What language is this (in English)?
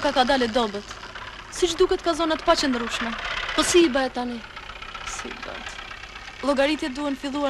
Albanian